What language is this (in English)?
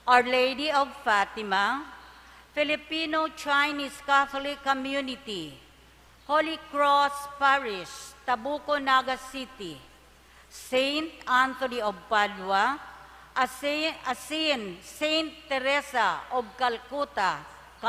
Bikol